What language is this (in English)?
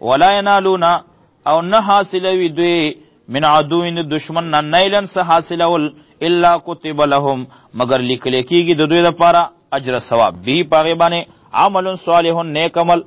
Pashto